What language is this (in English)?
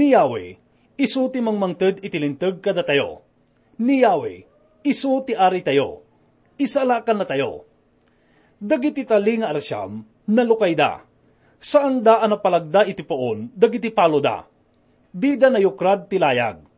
Iloko